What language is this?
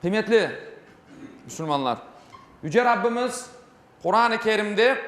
Crimean Tatar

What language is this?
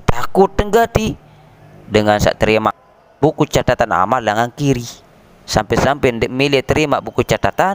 Sasak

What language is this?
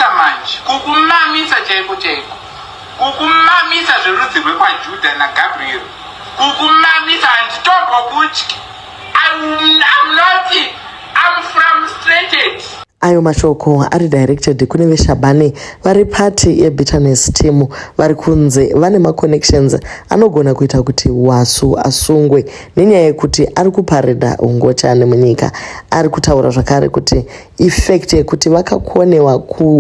Shona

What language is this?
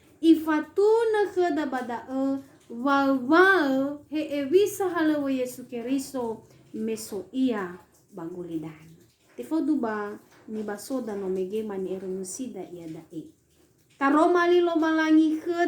Nias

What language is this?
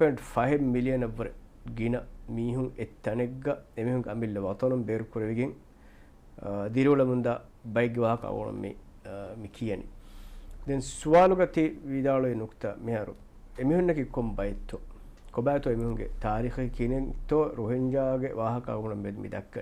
Divehi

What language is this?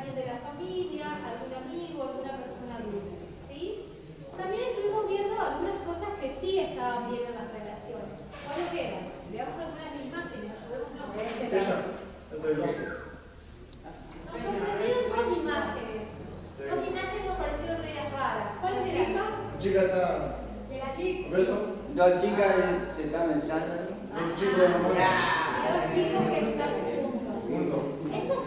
Spanish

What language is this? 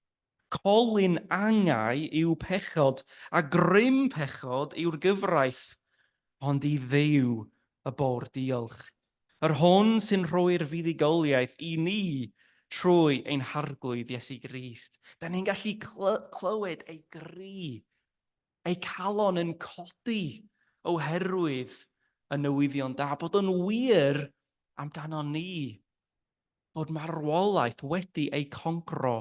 Welsh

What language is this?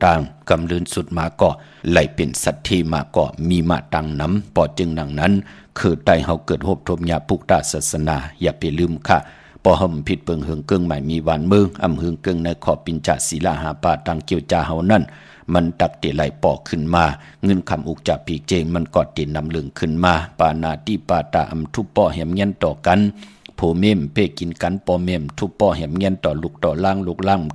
Shan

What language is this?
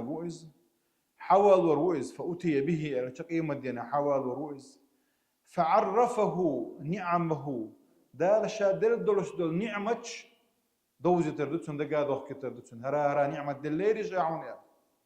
Chechen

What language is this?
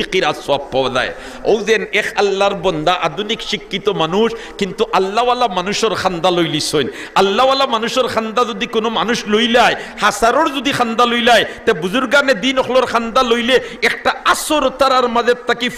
Sylheti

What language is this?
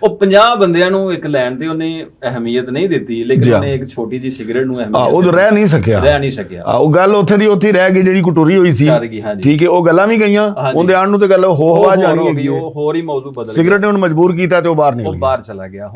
Western Panjabi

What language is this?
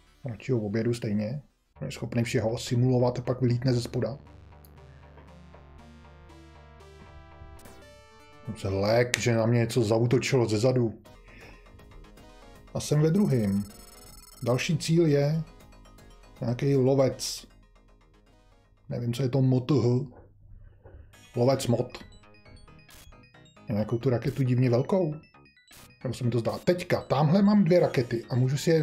Czech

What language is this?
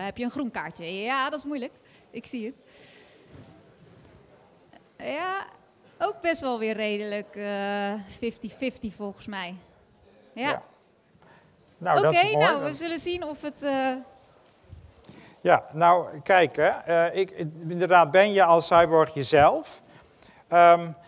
Dutch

